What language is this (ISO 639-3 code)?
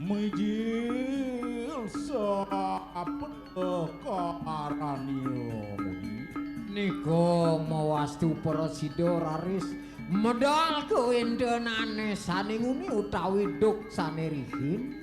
ban